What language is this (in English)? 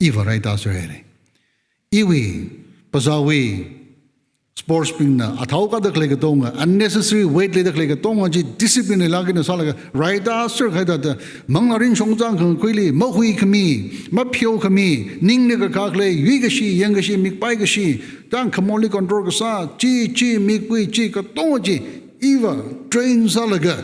Tangkhul Naga (India)